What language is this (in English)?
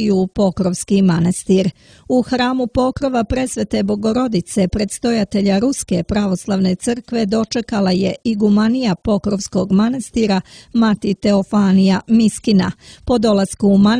Serbian